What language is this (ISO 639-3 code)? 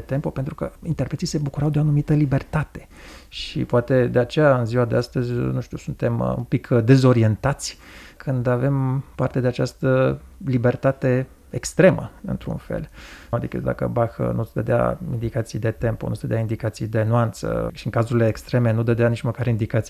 ron